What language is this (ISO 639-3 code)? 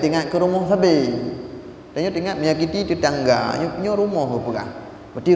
ace